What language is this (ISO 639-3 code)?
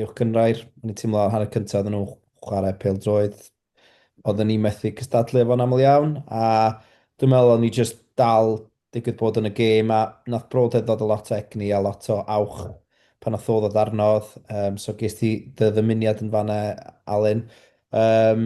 cym